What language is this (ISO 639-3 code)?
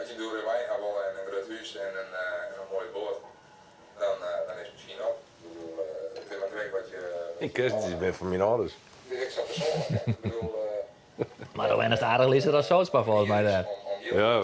fry